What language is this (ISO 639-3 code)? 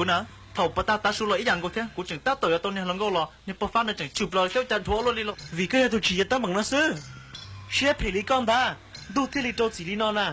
hmn